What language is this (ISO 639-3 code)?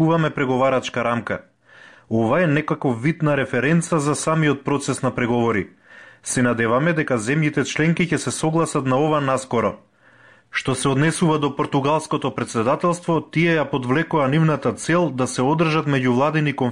mkd